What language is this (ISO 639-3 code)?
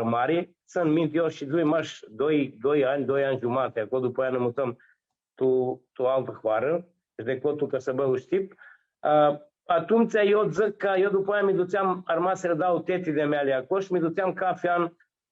rup